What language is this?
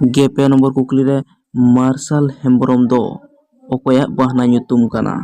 Santali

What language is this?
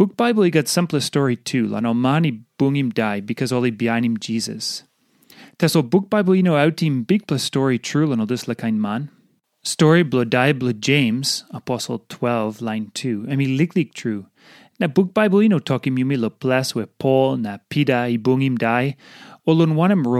Tok Pisin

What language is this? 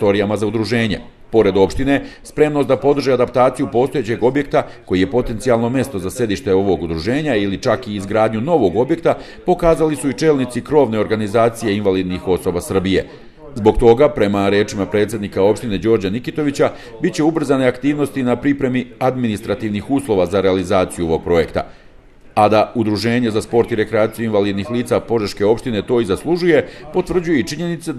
Serbian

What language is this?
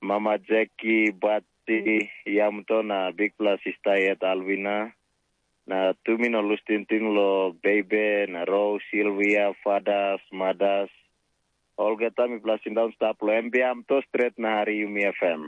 Tok Pisin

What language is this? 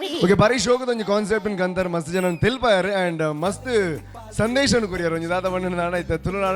Tulu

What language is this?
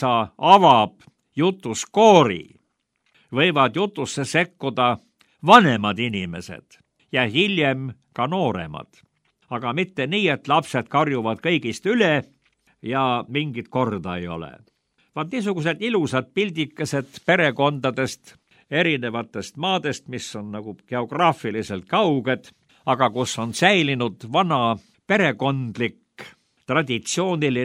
Estonian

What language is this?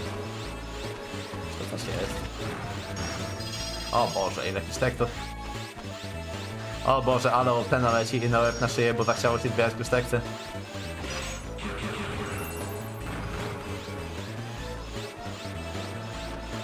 Polish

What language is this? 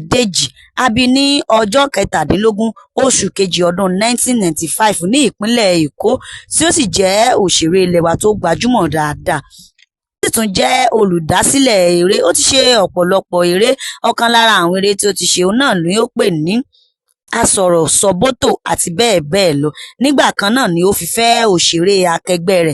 Yoruba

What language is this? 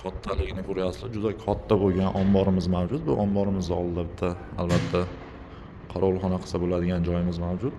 Uzbek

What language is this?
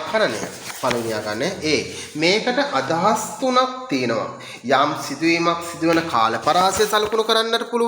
Sinhala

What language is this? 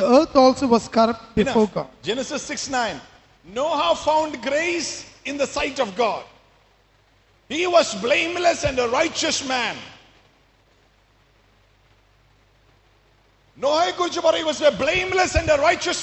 Malayalam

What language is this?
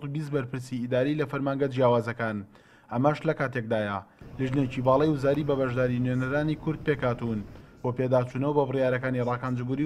Central Kurdish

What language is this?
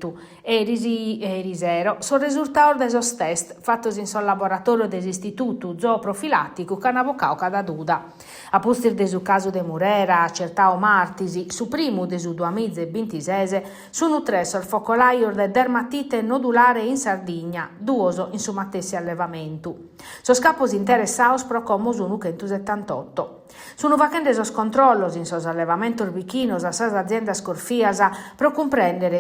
Sardinian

